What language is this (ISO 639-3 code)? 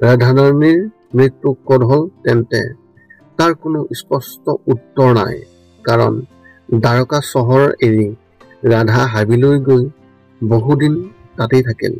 asm